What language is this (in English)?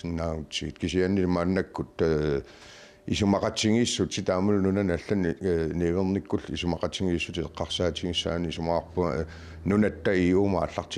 Kalaallisut